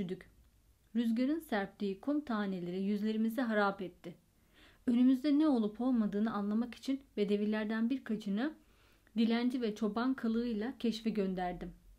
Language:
Turkish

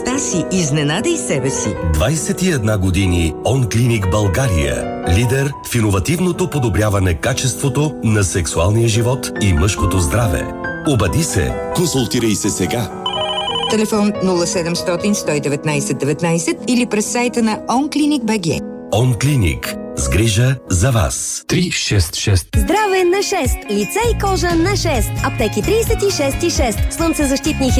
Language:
Bulgarian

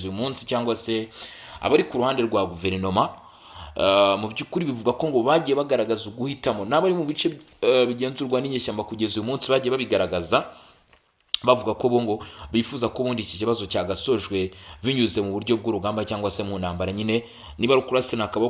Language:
Kinyarwanda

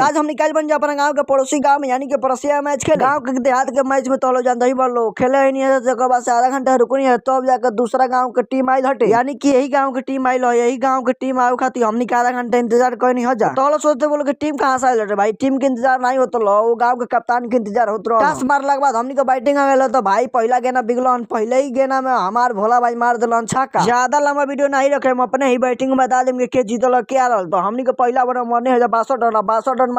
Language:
Bhojpuri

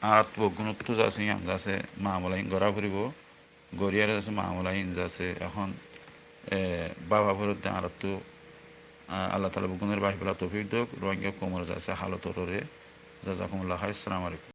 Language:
Rohingya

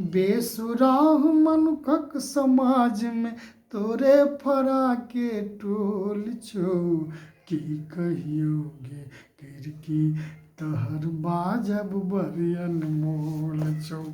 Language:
Maithili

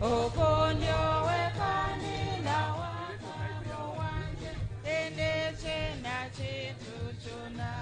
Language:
Nyankole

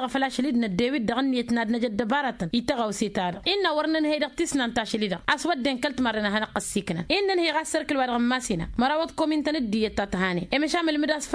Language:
Tamasheq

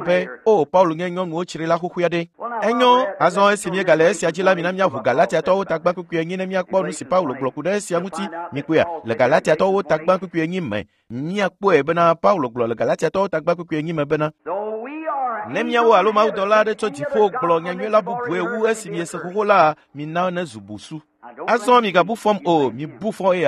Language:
Ewe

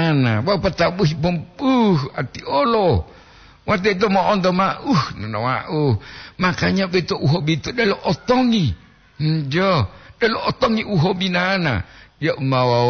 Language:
Gorontalo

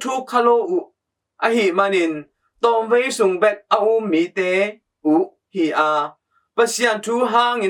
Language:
Tedim Chin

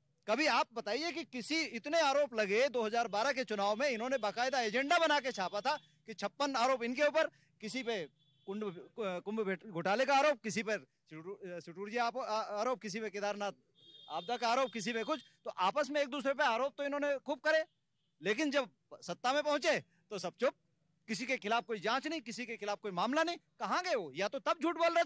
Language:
Hindi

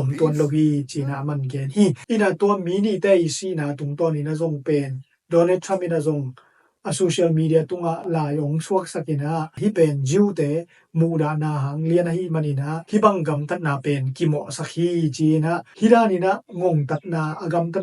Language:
Tedim Chin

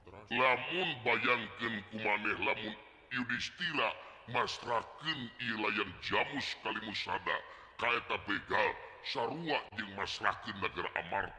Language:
Sundanese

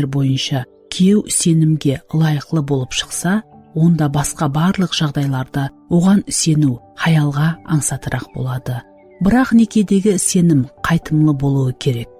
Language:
Kara-Kalpak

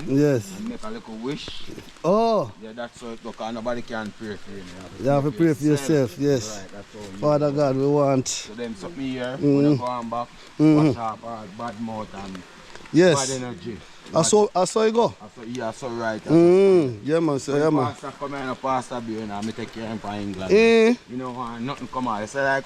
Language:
Jamaican Creole English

